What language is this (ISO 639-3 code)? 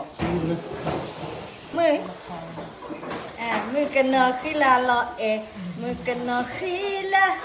ksw